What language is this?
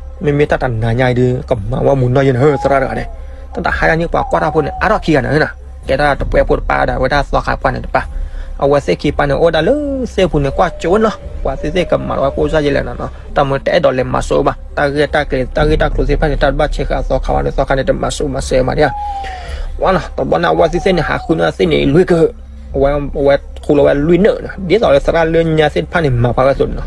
S'gaw Karen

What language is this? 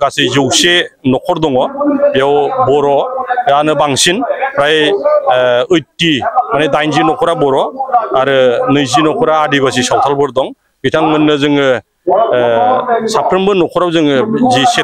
Bodo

